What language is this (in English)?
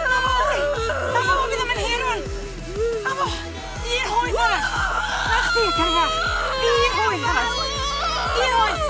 Welsh